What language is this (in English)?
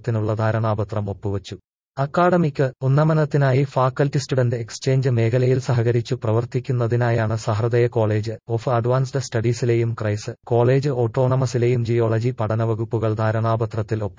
Malayalam